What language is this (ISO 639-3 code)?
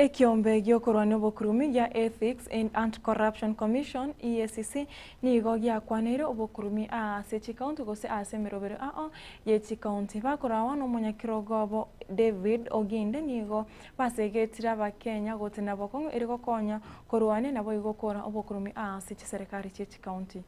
guz